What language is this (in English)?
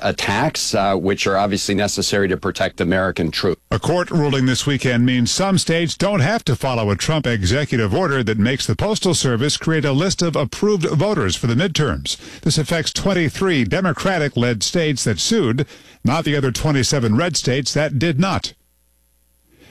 English